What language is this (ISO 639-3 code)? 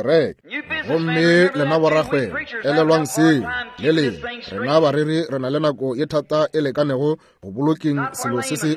nso